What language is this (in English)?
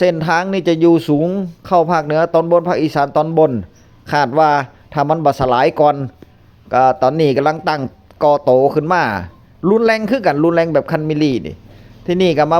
Northeastern Thai